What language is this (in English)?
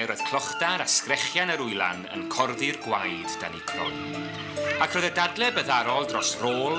Welsh